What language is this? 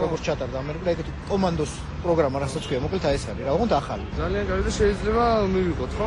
Georgian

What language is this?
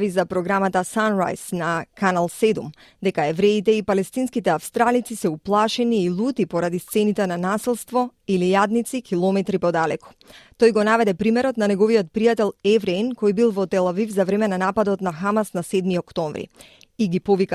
Macedonian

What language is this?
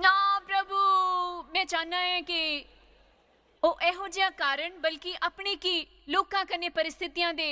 Dogri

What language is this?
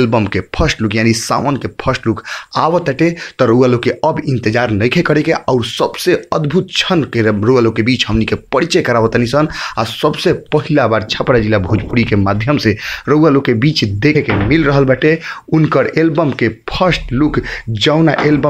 Bhojpuri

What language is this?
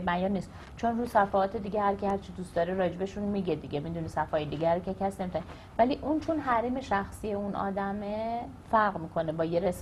Persian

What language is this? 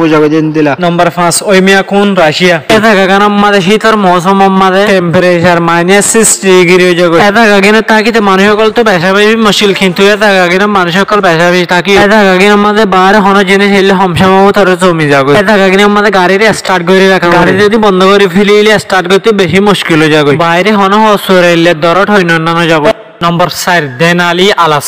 Rohingya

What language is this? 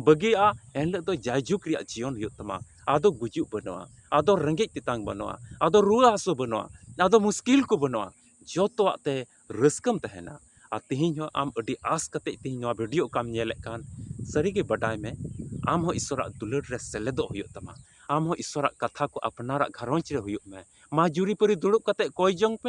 Santali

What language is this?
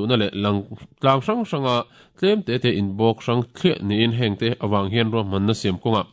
Mizo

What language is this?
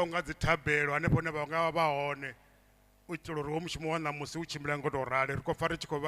Venda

